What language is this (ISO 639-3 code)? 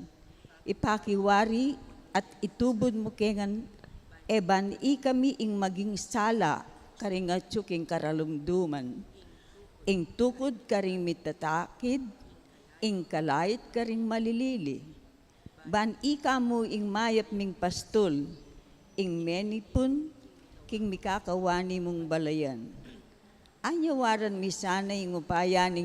pam